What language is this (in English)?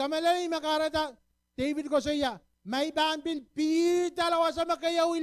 Pohnpeian